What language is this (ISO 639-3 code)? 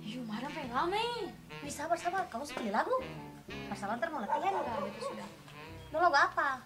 abs